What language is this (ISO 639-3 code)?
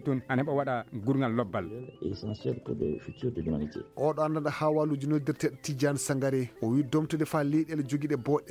ful